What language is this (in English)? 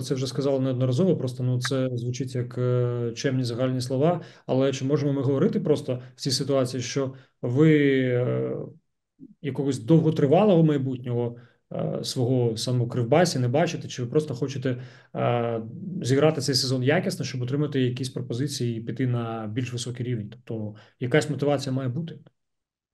Ukrainian